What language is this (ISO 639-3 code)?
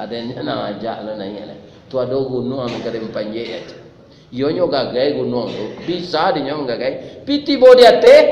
min